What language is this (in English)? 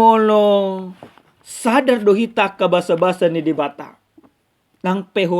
Batak Toba